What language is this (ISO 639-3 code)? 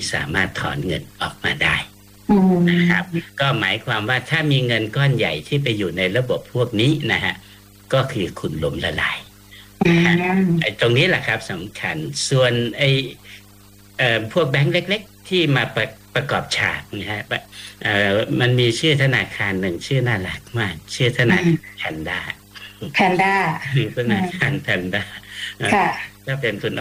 tha